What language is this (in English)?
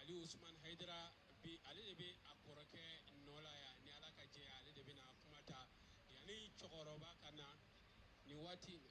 Bambara